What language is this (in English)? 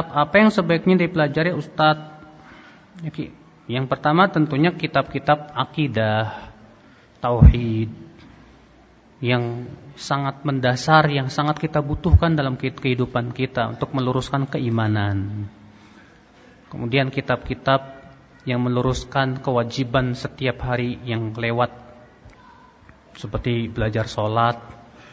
Indonesian